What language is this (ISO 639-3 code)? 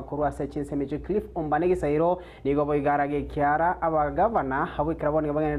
guz